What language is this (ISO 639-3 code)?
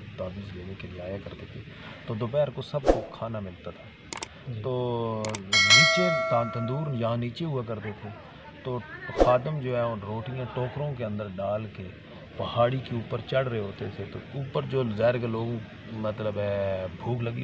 urd